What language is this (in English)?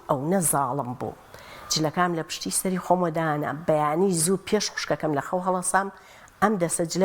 Central Kurdish